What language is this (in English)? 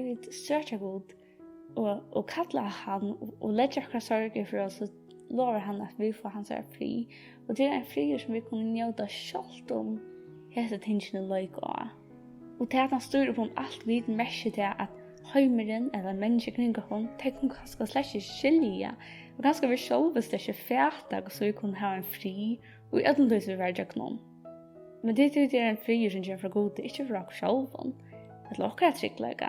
Faroese